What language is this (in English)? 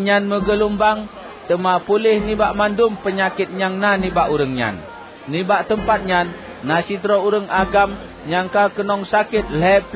Achinese